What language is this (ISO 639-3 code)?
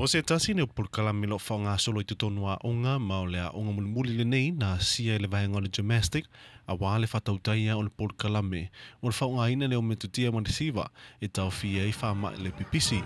smo